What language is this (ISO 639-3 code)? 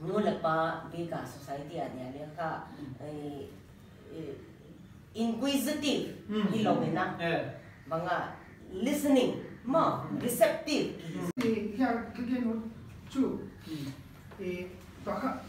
pck